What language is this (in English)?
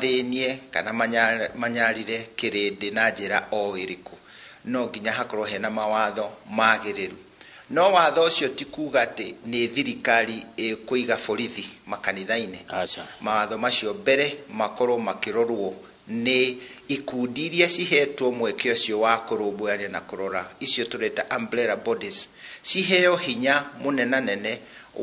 Kikuyu